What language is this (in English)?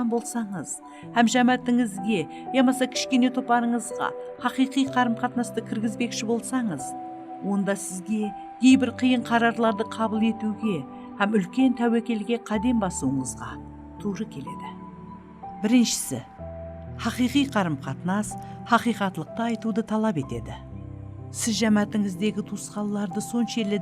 Kara-Kalpak